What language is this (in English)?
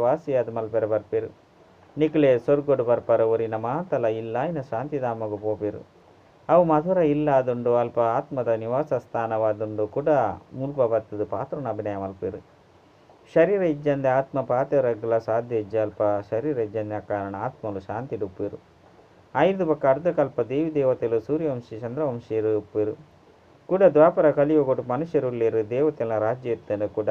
Tulu